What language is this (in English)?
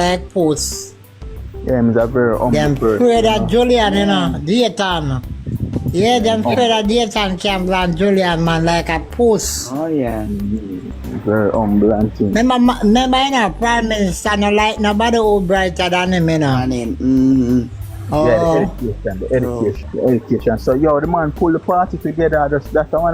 Jamaican Creole English